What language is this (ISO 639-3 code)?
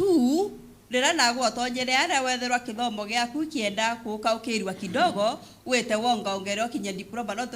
mer